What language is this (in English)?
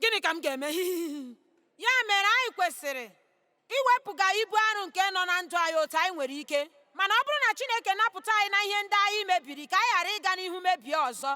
Igbo